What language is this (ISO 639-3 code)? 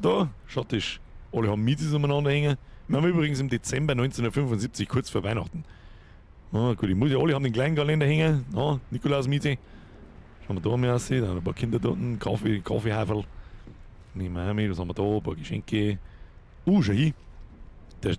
bar